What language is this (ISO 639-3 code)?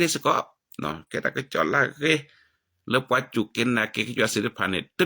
ksw